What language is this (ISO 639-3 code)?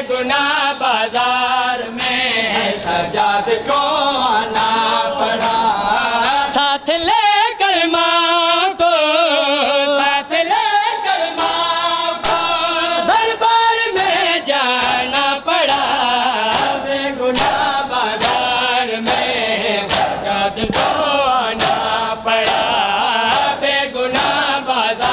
urd